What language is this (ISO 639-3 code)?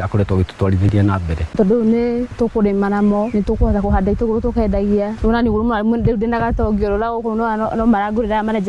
kik